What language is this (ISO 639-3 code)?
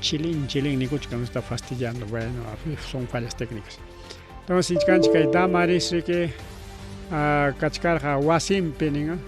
quy